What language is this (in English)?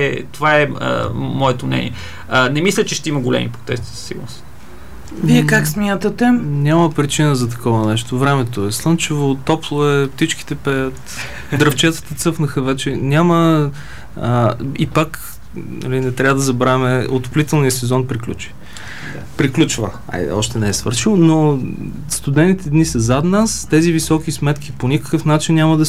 Bulgarian